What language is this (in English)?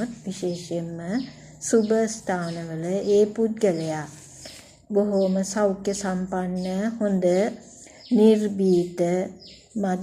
Sinhala